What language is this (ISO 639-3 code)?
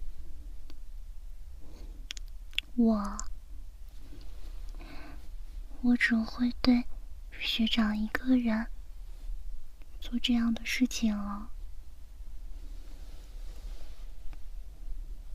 zho